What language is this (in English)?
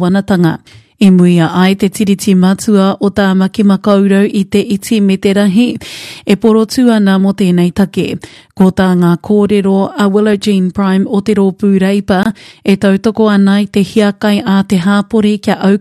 Māori